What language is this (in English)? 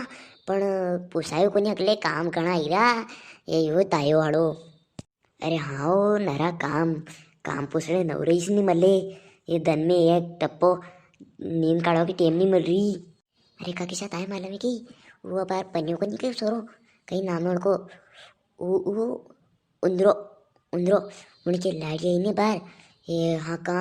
Rajasthani